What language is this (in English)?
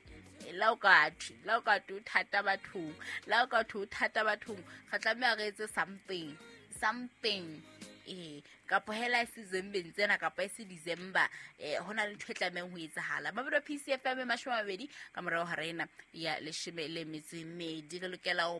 Southern Sotho